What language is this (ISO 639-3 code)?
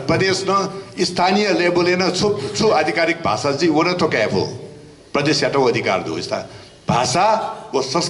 new